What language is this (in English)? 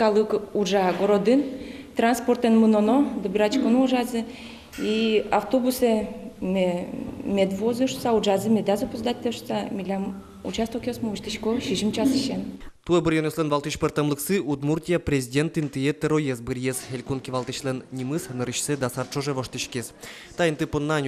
Udmurt